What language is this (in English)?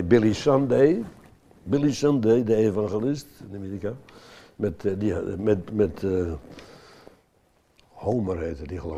Dutch